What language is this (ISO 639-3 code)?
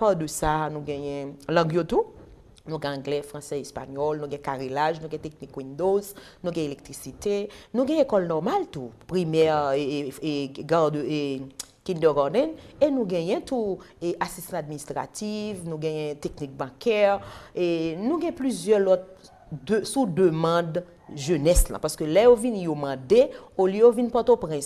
hat